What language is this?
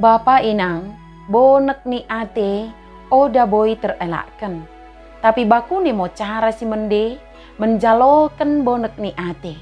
Batak Dairi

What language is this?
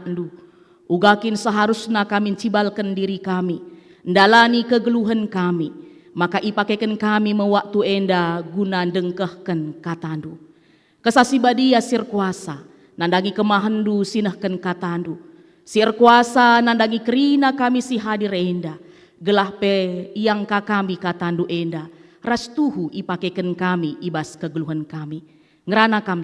Batak Karo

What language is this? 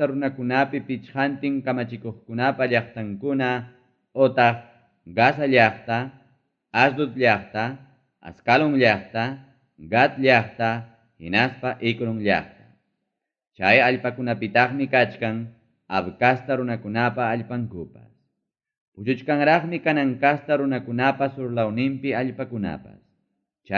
Ayacucho Quechua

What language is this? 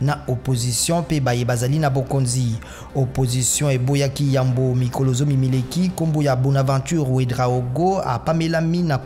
Lingala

